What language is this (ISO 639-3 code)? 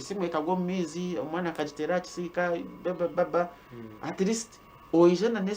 nyn